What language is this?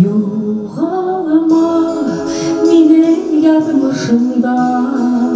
Bashkir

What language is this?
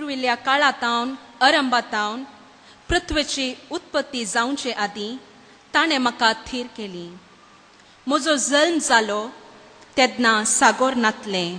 Konkani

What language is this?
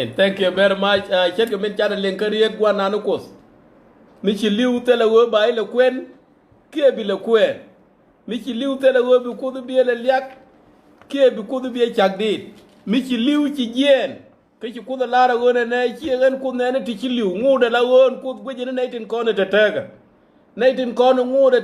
Nuer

